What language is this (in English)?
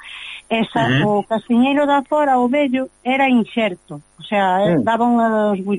Galician